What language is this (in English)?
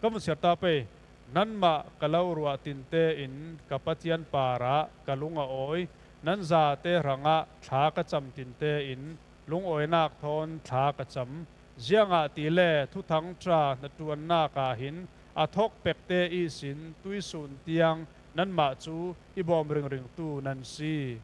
Falam Chin